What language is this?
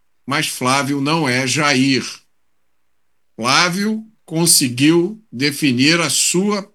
Portuguese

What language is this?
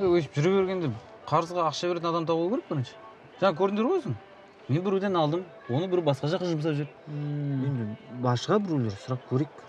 Kazakh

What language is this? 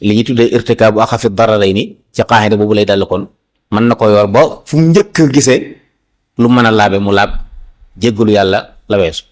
Wolof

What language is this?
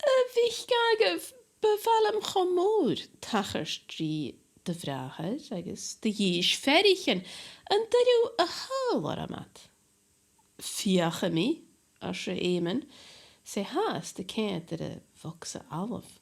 Scottish Gaelic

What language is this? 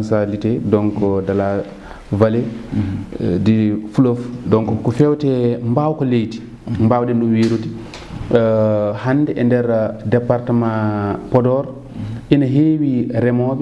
Fula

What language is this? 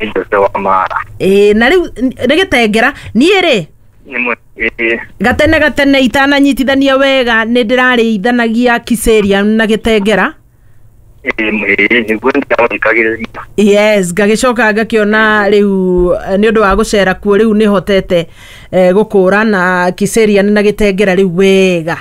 Kikuyu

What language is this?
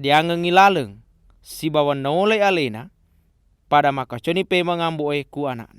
Buginese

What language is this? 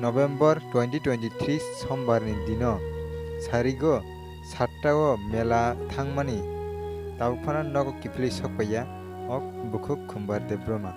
Kok Borok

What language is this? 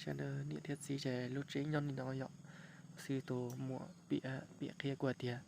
Hmong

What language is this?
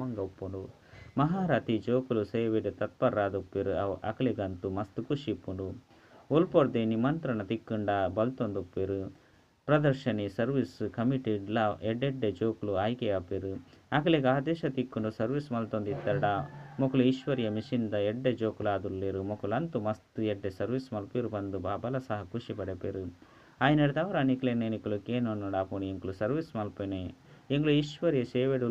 Tulu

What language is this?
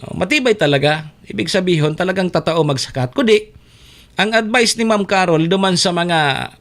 Bikol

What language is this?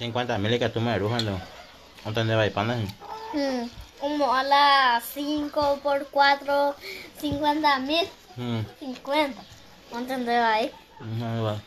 Guarani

